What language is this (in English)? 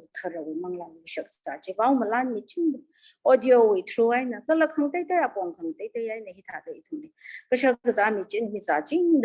Tangkhul Naga (India)